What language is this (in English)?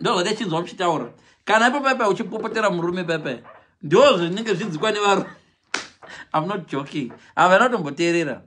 Shona